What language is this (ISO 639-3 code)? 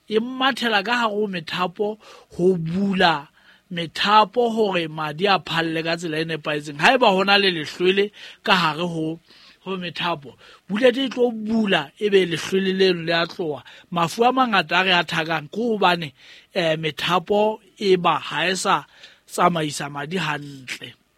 sot